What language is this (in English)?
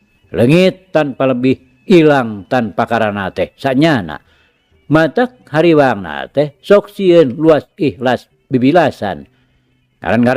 Sundanese